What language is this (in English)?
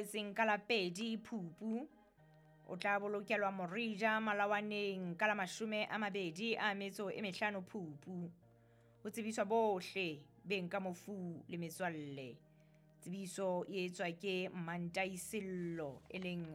Southern Sotho